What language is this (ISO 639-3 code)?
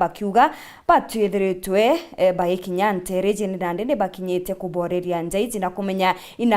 mer